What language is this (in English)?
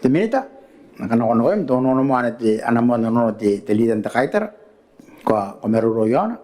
Gilbertese